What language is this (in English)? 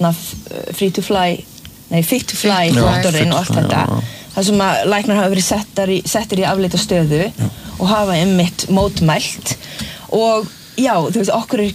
Icelandic